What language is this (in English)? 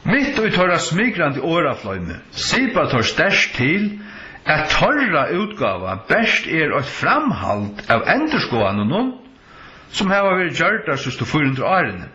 Faroese